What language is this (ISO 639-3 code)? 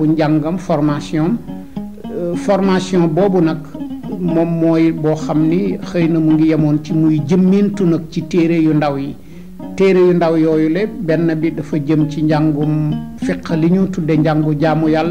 wol